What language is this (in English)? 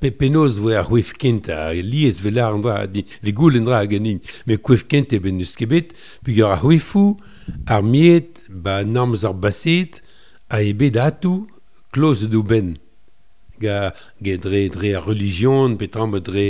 Breton